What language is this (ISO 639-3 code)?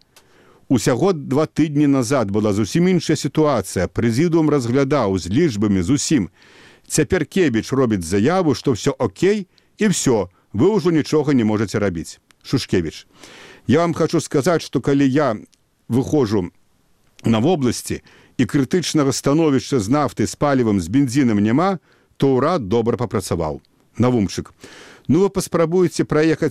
bel